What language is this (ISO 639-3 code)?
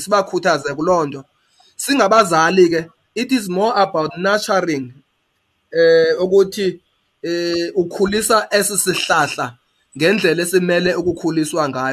xho